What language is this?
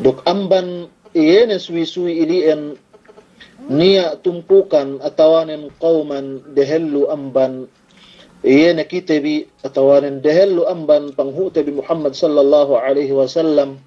Yakan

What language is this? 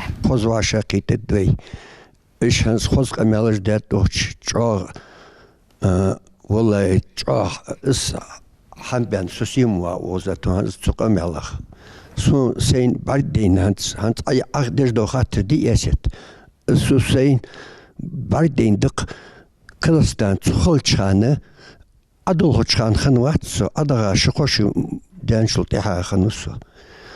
Ingush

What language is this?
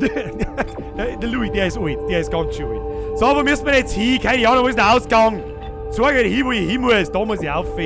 Bavarian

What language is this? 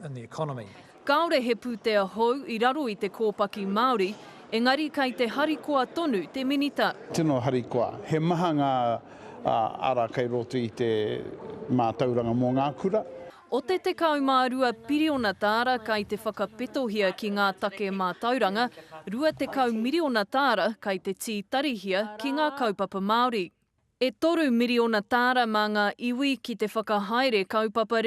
Māori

